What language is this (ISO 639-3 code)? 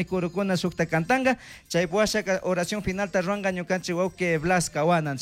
qug